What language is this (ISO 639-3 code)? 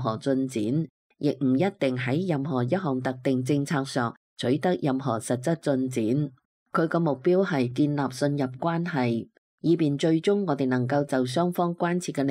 yue